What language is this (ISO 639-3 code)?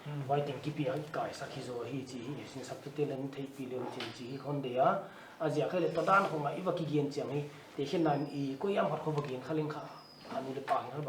pck